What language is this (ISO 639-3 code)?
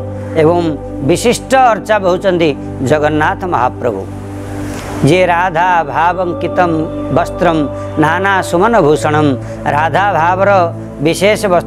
ori